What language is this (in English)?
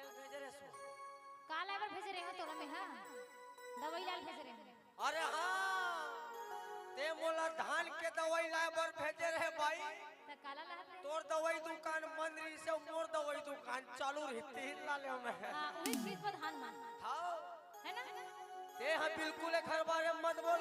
Chhattisgarhi